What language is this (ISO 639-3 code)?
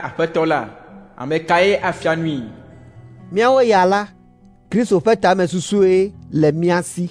ewe